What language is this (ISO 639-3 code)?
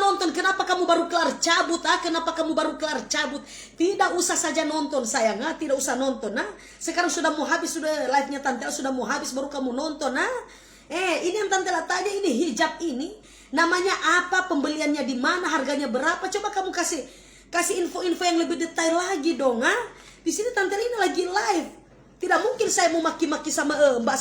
xmm